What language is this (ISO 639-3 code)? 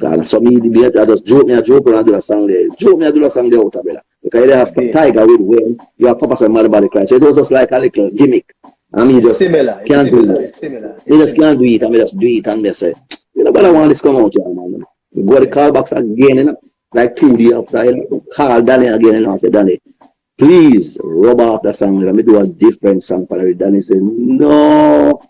jam